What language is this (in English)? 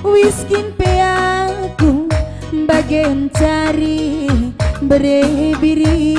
Batak Karo